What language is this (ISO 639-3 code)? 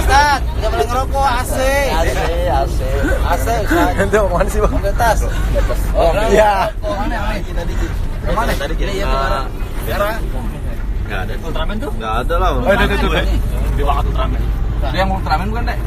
bew